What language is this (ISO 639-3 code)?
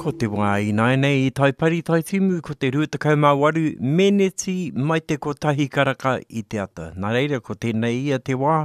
mri